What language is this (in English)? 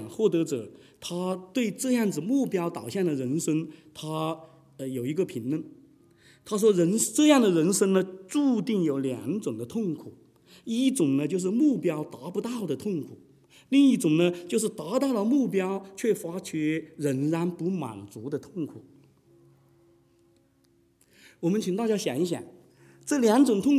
Chinese